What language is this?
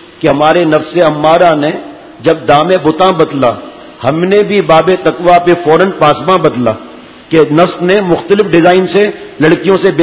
Urdu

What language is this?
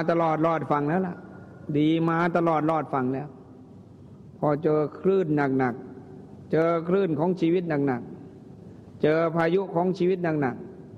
Thai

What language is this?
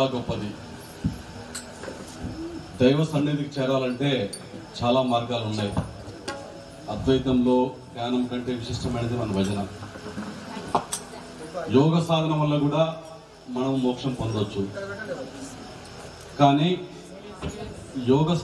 Telugu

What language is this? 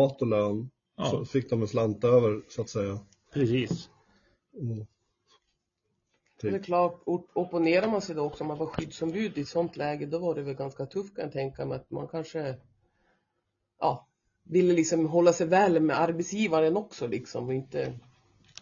Swedish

